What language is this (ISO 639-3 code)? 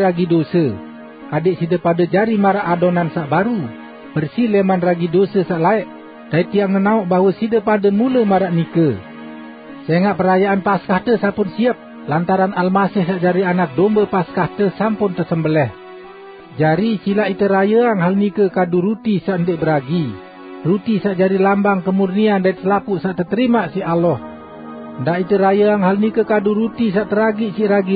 sas